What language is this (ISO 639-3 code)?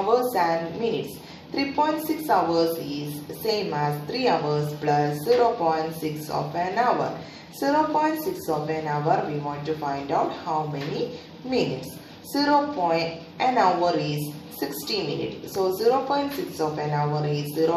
eng